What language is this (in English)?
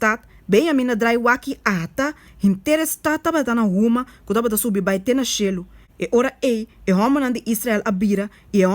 Papiamento